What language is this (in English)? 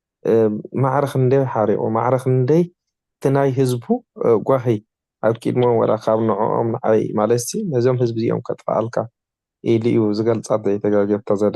Tigrinya